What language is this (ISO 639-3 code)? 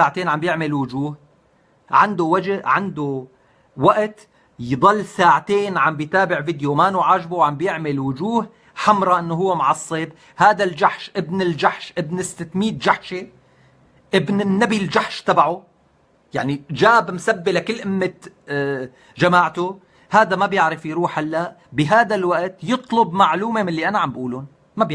apc